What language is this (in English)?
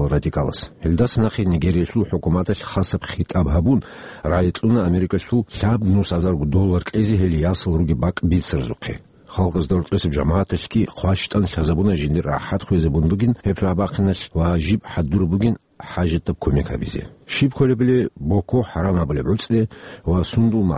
Avaric